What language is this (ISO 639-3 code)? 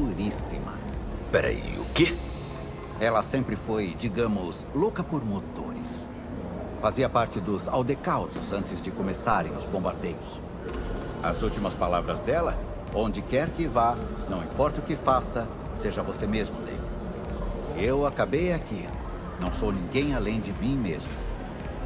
por